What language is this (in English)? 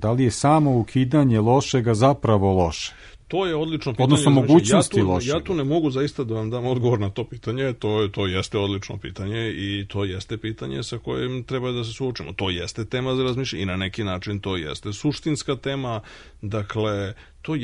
Serbian